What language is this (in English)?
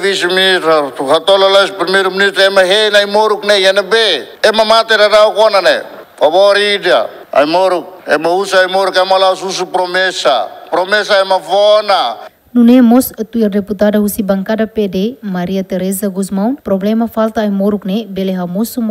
Tetum